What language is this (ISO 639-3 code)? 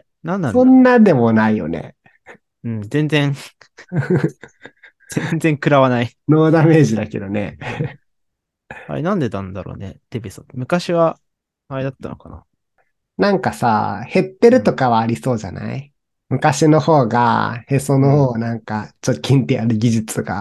jpn